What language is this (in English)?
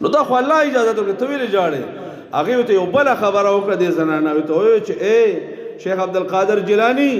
Pashto